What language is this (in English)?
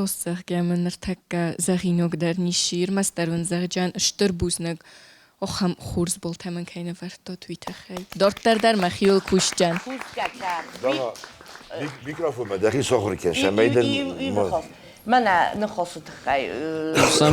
Ossetic